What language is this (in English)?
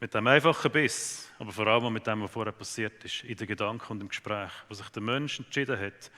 Swiss German